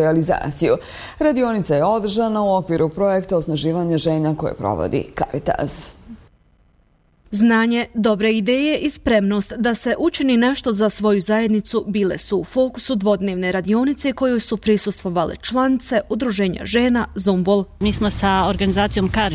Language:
Bosnian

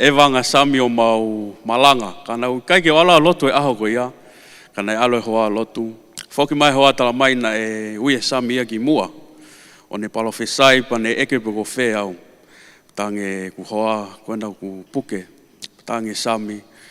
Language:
Tongan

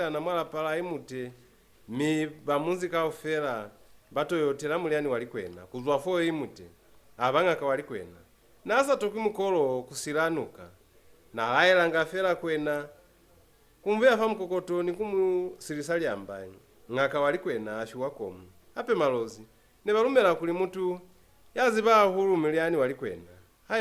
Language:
Lozi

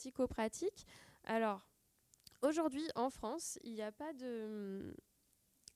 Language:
French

